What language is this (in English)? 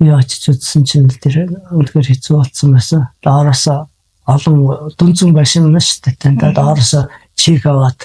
Mongolian